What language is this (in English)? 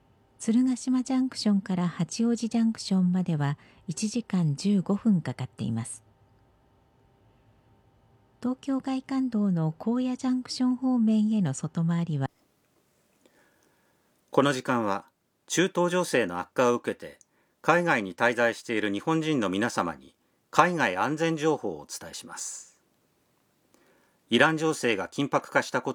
Japanese